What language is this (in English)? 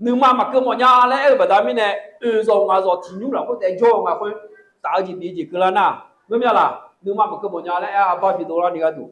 Akha